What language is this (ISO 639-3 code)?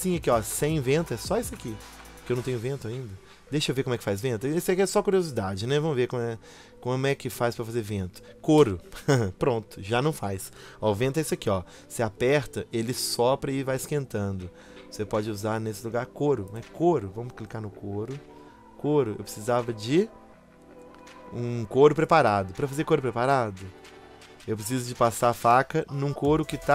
por